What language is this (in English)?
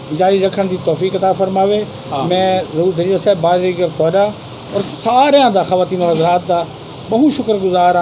Saraiki